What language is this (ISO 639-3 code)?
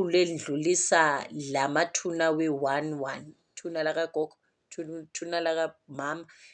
zul